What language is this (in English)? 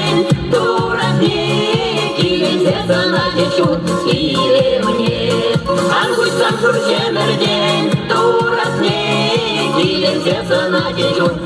Chuvash